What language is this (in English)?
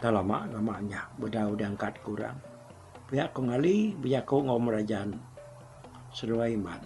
Iban